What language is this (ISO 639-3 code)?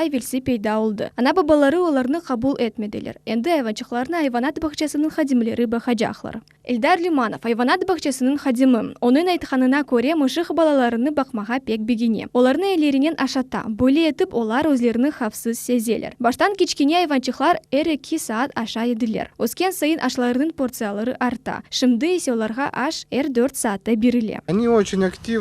crh